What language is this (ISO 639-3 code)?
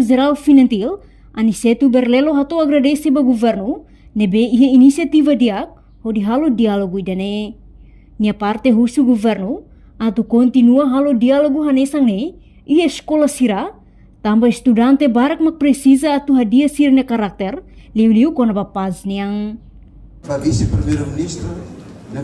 tet